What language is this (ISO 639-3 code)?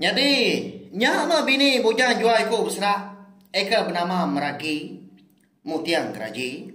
iba